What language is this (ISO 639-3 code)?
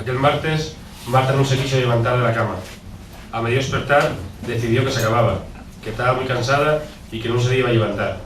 ast